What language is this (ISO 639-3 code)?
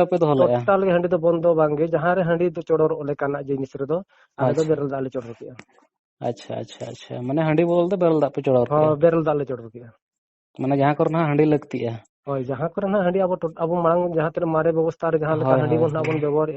sat